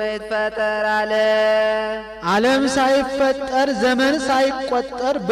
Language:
Amharic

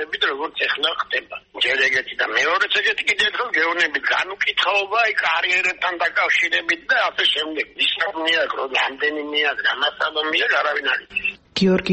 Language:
Georgian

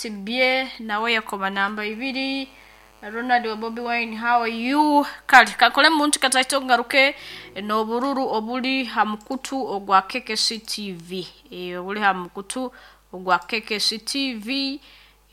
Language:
Nyankole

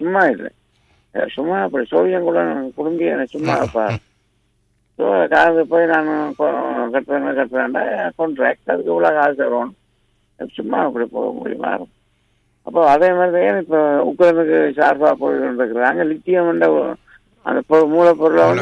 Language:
Tamil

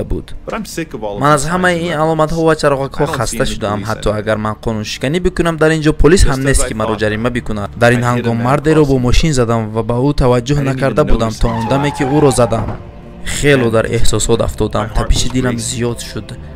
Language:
Tajik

